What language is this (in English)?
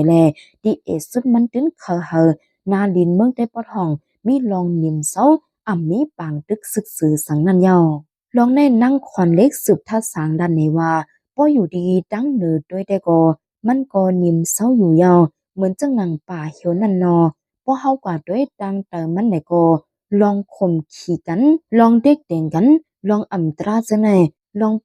Shan